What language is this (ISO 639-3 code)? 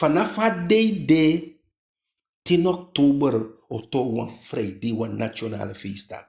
djk